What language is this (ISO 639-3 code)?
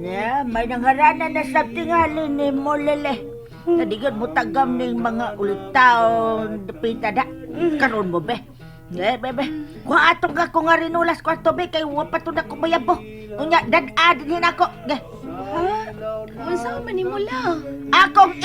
ceb